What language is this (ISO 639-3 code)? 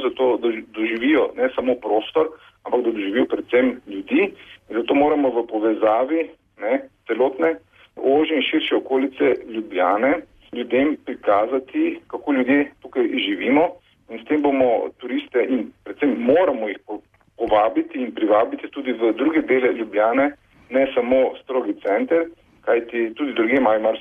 slv